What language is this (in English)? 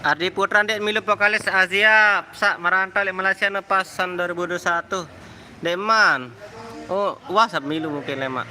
Sasak